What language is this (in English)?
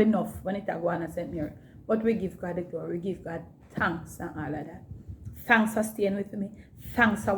Jamaican Creole English